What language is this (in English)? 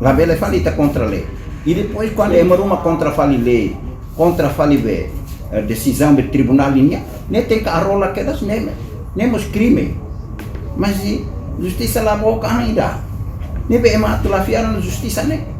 Tetum